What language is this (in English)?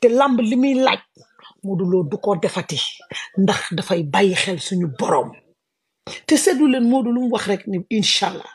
Wolof